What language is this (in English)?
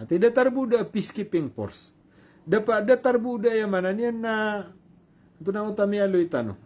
Maranao